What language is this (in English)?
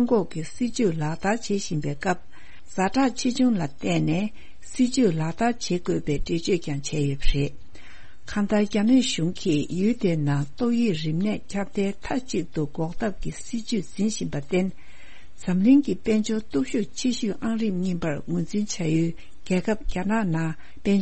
Tibetan